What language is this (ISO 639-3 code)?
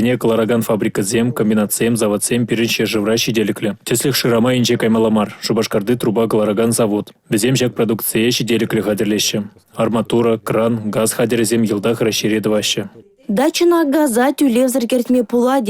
chv